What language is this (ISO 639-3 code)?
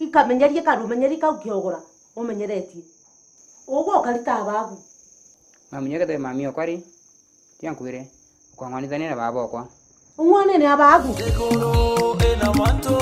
mer